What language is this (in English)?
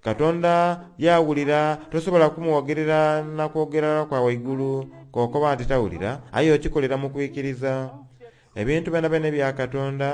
Soga